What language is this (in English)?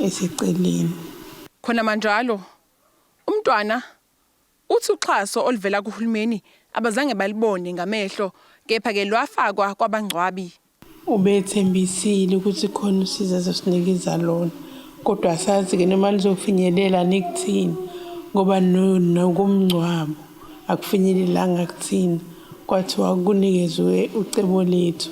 Zulu